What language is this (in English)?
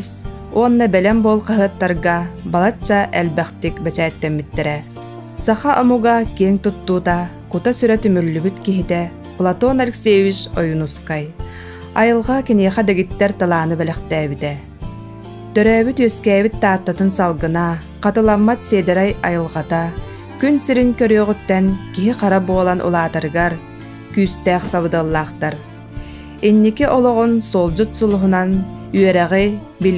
Yakut